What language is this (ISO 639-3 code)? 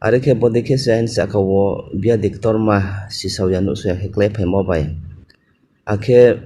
ria